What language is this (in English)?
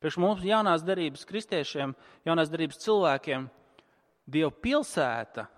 Latvian